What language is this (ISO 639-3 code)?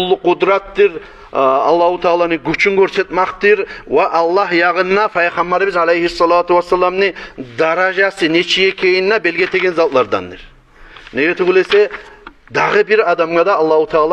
kum